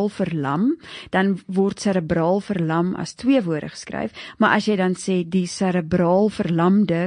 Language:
Afrikaans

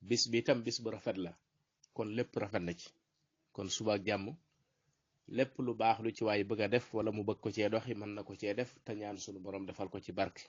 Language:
Wolof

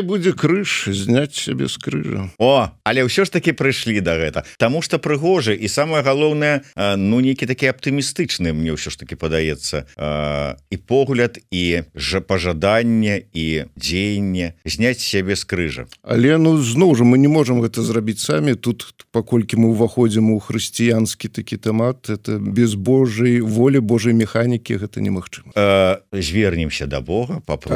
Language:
Belarusian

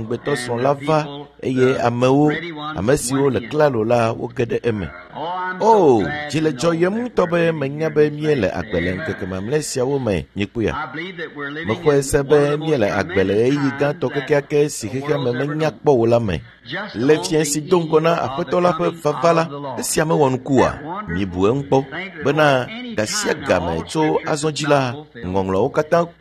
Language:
Ewe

